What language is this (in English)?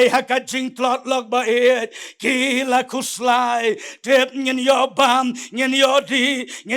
Khasi